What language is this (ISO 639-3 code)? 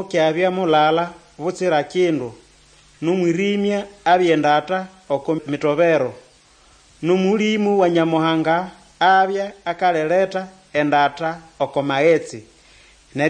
nnb